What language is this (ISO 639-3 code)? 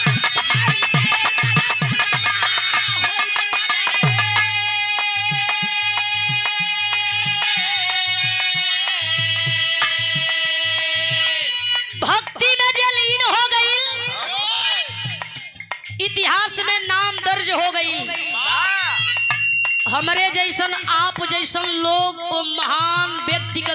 bho